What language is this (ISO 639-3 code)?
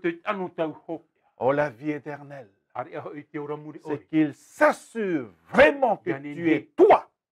tah